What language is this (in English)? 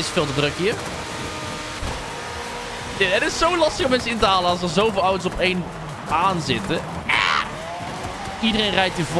Dutch